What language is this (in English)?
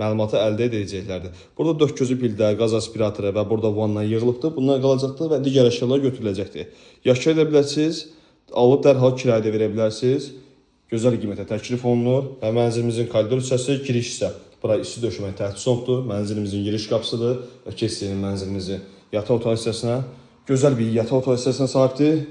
Azerbaijani